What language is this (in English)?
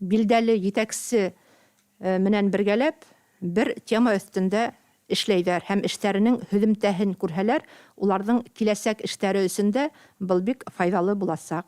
Bashkir